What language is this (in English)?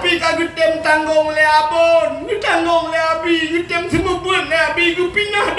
Achinese